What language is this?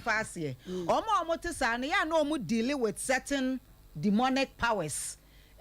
Akan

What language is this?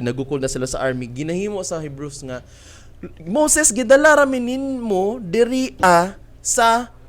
Cebuano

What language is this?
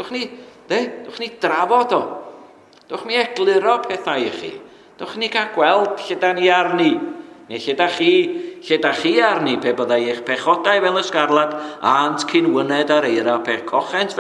Welsh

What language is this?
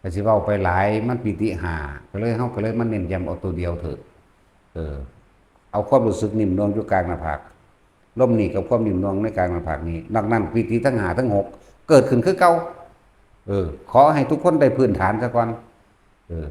Northeastern Thai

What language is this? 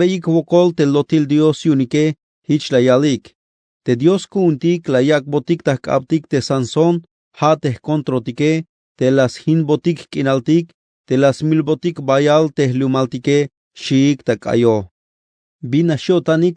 Tzeltal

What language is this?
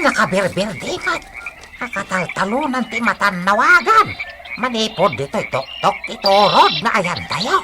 Iloko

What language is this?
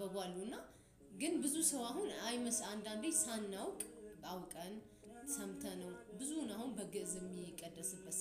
Amharic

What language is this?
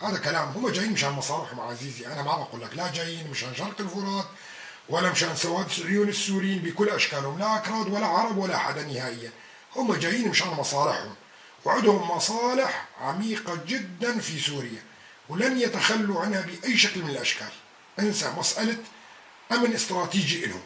North Levantine Arabic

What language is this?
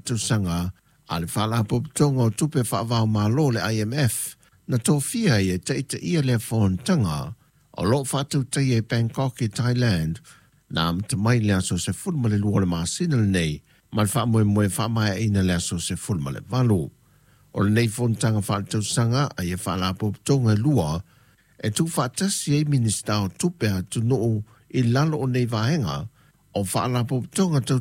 Samoan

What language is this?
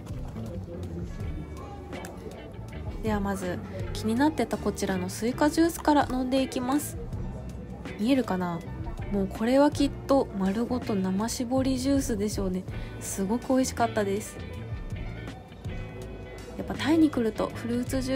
Japanese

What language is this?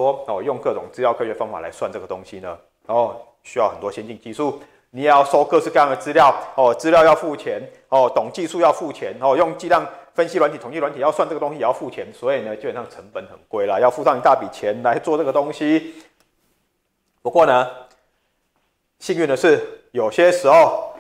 Chinese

